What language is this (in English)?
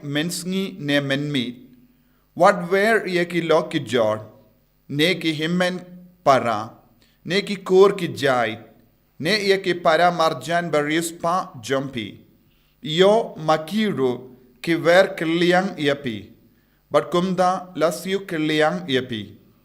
Khasi